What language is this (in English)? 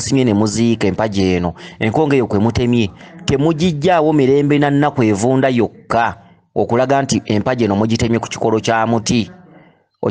Ganda